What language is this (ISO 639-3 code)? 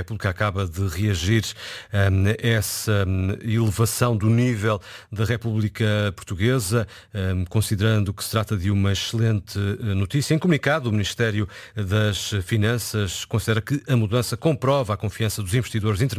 por